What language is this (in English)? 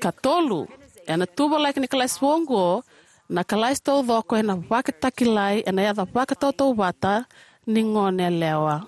Fijian